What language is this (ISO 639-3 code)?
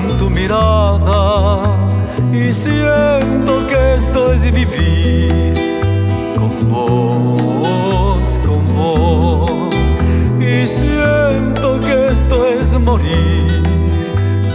spa